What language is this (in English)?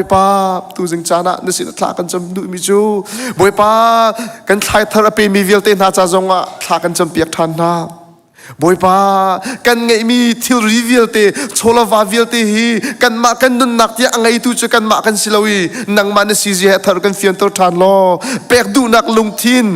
Hakha Chin